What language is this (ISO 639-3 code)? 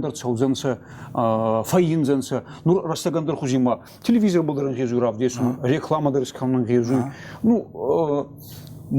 oss